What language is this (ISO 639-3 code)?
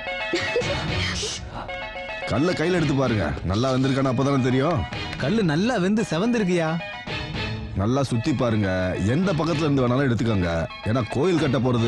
tam